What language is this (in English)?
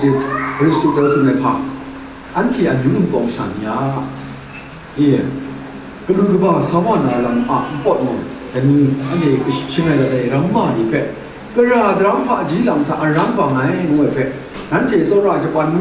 Kachin